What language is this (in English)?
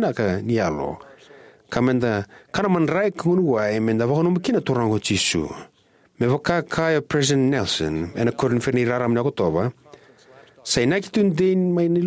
Fijian